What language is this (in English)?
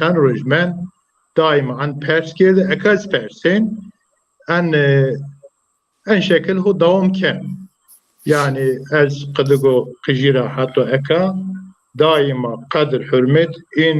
Zaza